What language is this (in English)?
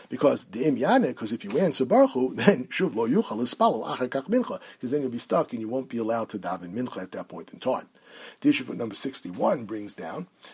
English